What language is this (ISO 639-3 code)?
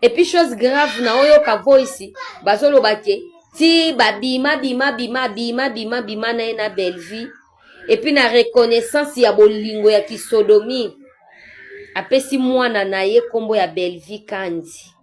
lin